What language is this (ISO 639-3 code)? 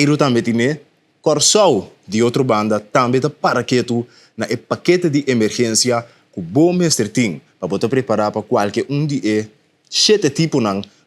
pap